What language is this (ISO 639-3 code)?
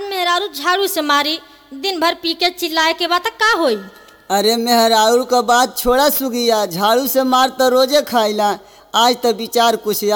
bho